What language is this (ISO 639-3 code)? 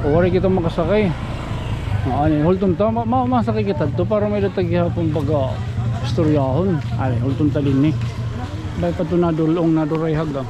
war